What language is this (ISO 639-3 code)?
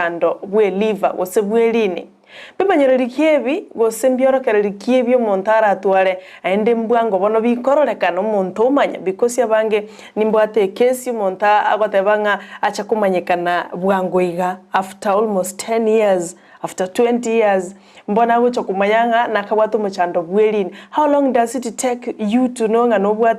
guz